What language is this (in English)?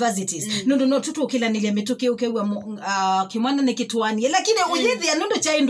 Kamba